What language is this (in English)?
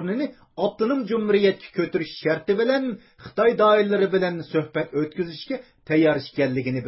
Uyghur